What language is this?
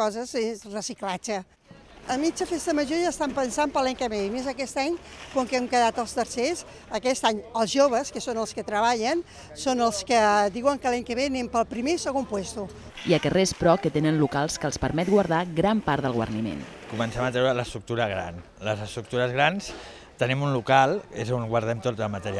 Catalan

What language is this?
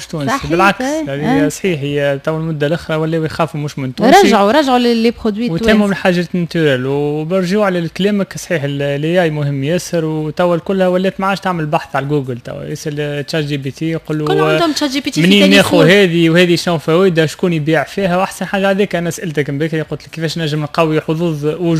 Tunisian Arabic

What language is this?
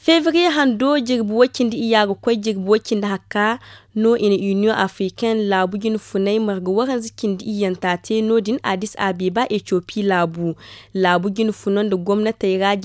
Zarma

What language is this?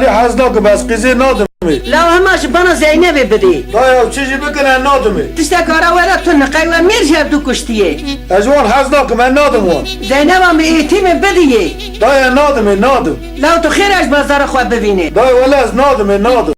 Kurdish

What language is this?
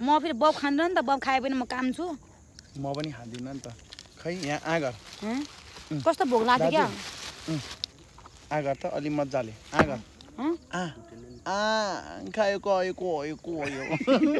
Nepali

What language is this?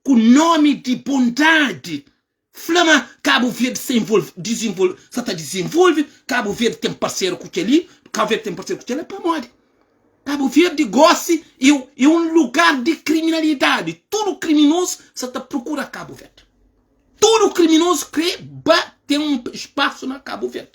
Kabuverdianu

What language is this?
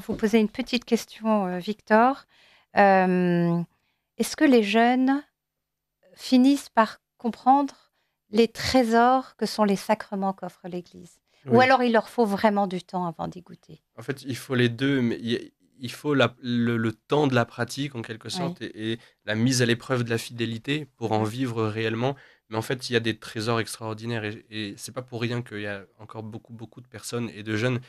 French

